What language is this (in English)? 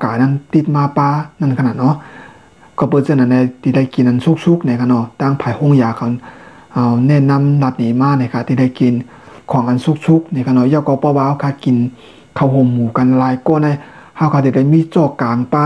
Shan